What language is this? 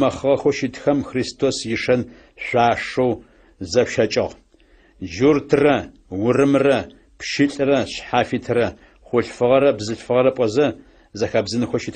Adyghe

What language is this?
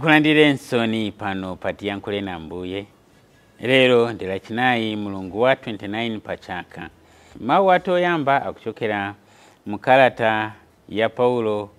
Nyanja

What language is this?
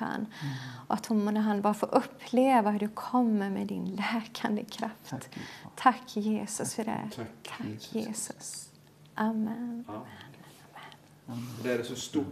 Swedish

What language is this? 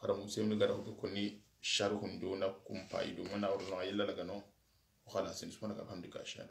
Soninke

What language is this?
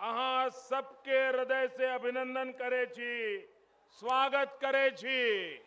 Maithili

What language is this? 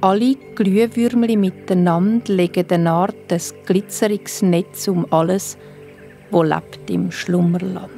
Swiss German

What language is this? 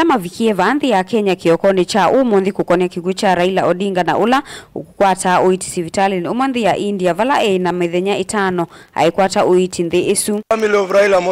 Kamba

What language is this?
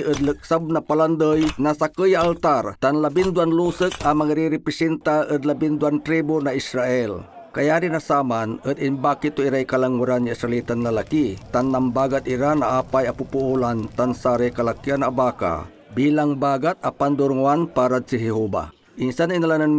Pangasinan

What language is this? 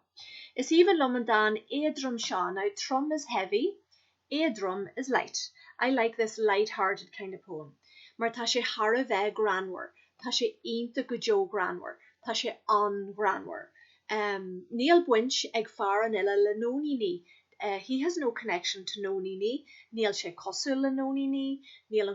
Irish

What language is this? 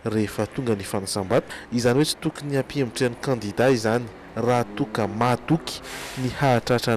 Malagasy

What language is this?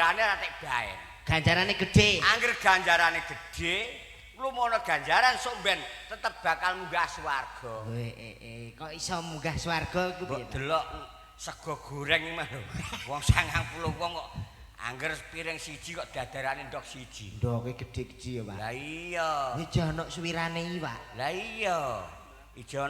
Javanese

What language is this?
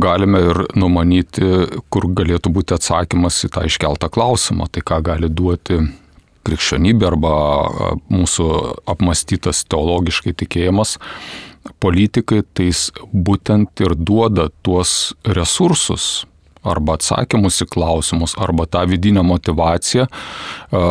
Lithuanian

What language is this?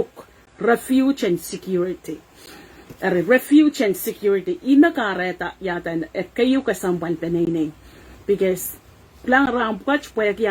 Pohnpeian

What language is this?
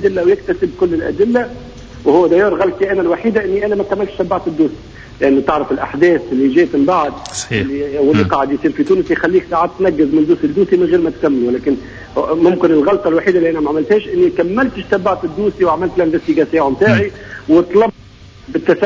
Tunisian Arabic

